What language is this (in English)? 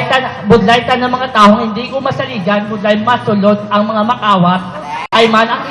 Hiligaynon